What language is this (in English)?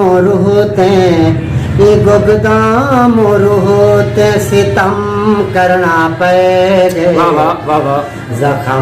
Saraiki